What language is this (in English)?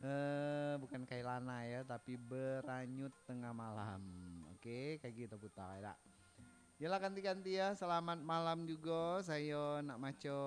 Minangkabau